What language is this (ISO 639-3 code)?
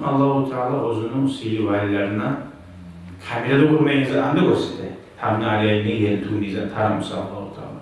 kum